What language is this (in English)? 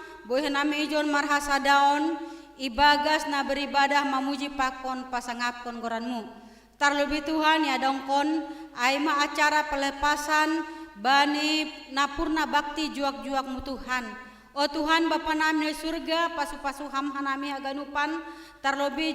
Batak Simalungun